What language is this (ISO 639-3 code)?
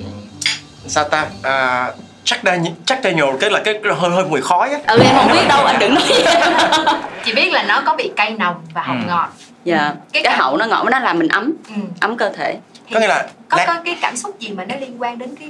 vie